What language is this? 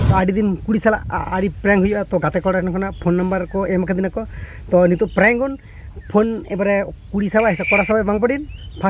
Santali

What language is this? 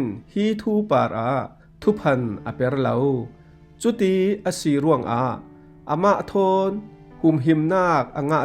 Falam Chin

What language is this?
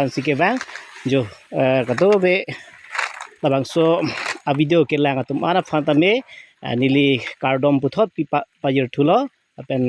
Karbi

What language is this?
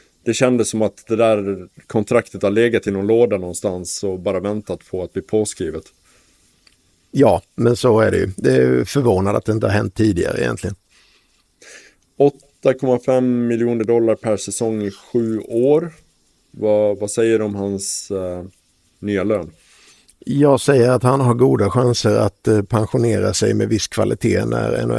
Swedish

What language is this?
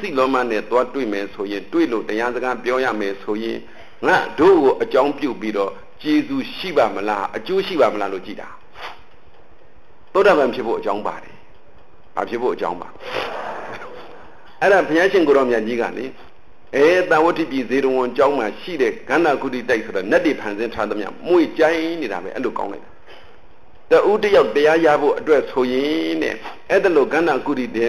Burmese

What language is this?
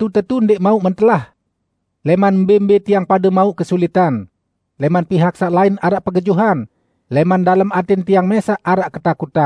Sasak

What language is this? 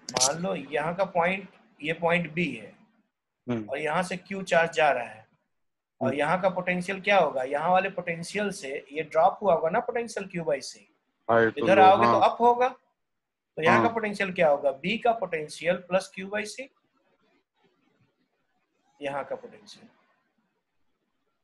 Hindi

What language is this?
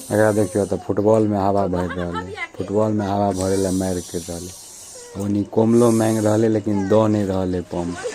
Maithili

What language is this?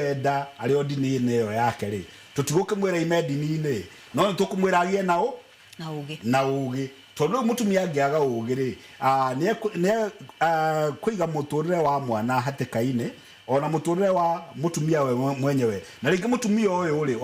Kikuyu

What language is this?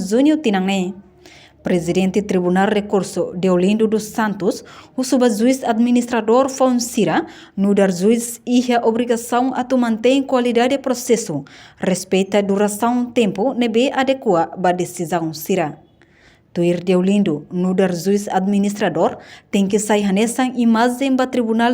Tetum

